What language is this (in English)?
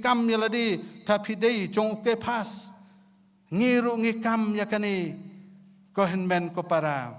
Khasi